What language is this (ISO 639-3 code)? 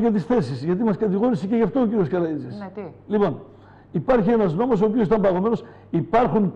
ell